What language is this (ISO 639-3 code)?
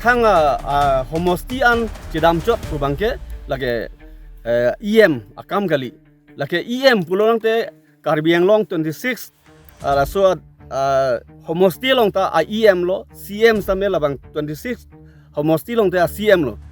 mjw